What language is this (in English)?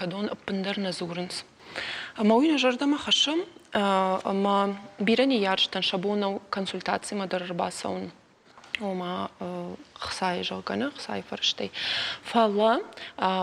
Ossetic